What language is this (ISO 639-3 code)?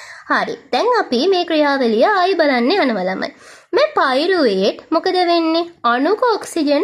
sin